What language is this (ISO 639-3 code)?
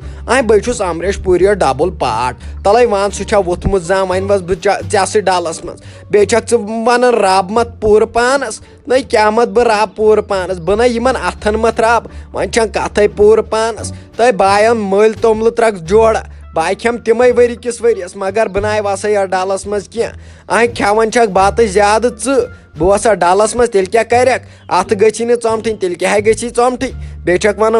kas